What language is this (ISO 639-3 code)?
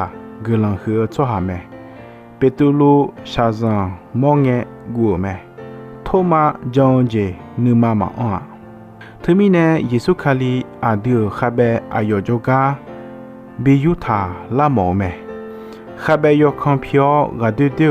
ahk